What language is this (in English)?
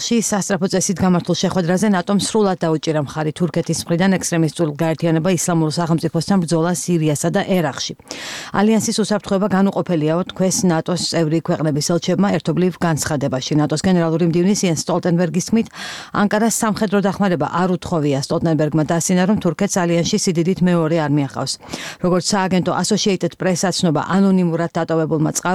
Georgian